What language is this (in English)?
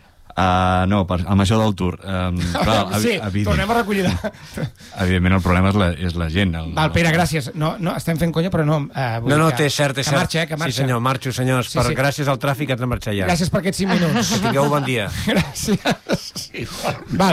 Catalan